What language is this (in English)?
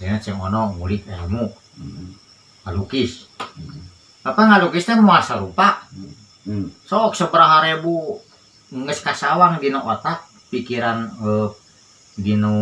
Sundanese